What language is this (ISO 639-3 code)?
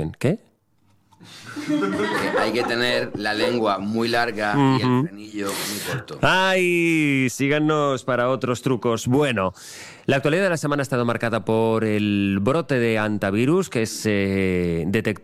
spa